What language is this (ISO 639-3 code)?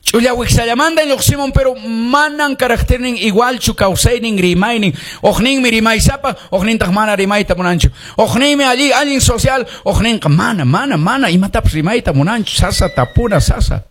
que